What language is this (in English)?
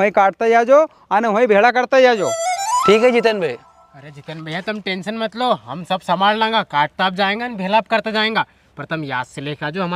Rajasthani